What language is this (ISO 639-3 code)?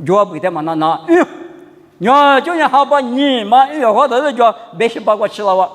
lis